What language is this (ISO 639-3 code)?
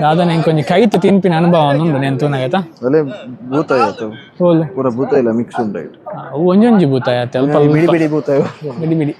tcy